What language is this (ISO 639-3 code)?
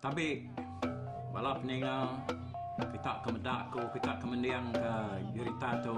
iba